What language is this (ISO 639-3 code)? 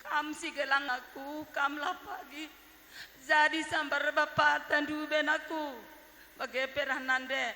btx